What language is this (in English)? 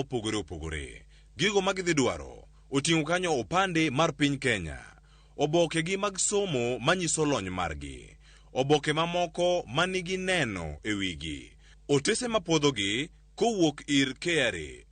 Luo (Kenya and Tanzania)